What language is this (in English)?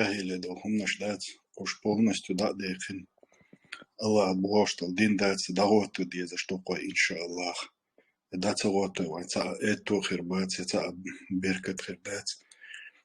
Chechen